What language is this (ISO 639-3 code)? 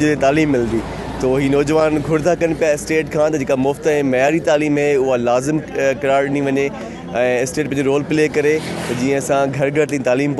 snd